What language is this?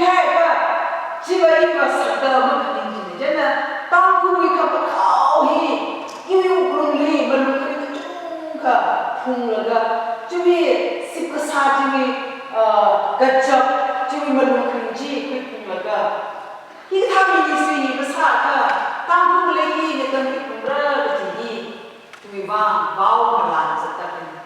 Tangkhul Naga (India)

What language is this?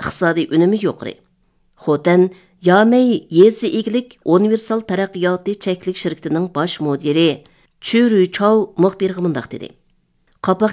Uyghur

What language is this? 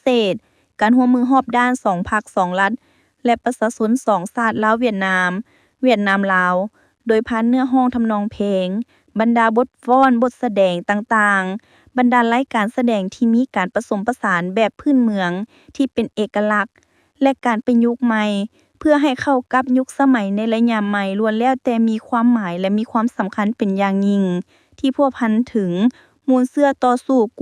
Lao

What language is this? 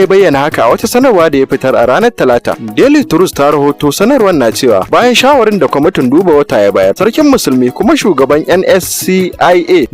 Hausa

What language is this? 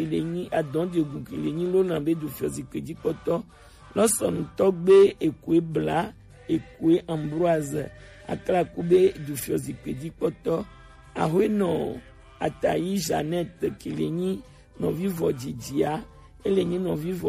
Gen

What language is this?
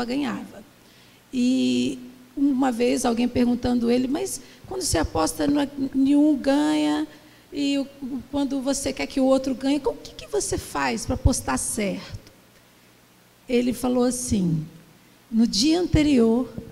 Portuguese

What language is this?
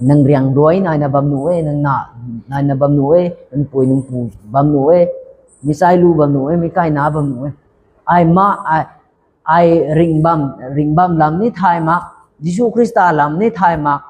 Rongmei Naga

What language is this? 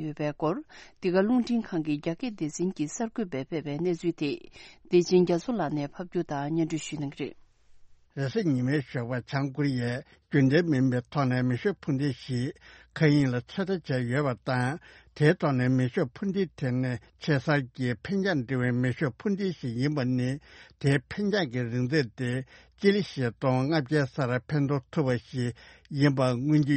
Tibetan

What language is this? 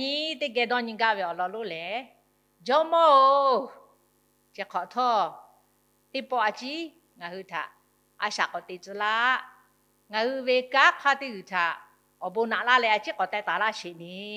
Lahu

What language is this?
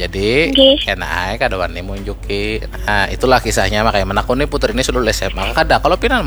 Banjar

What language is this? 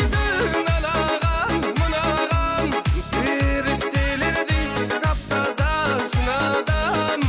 Kara-Kalpak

